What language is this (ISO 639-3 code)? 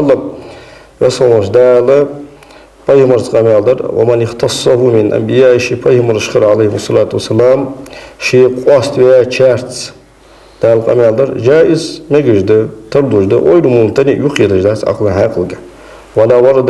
inh